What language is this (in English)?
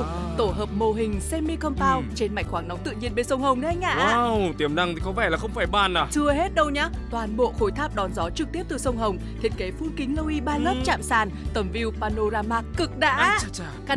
Vietnamese